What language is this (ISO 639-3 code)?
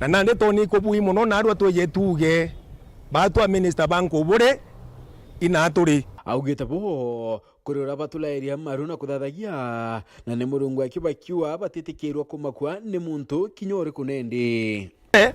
mer